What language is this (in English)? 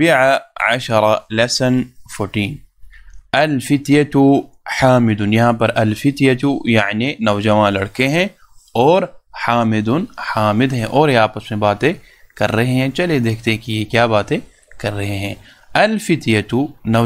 Urdu